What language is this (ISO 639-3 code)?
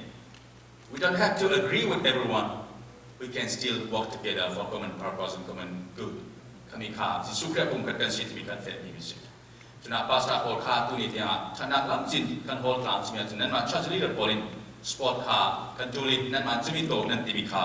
cfm